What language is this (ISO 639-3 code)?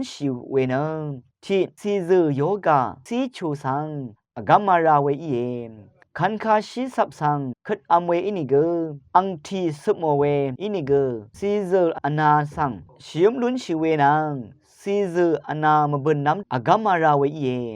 raw